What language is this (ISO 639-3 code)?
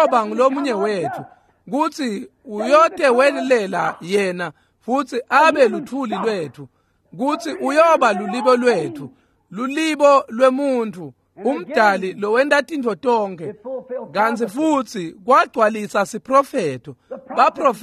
ssw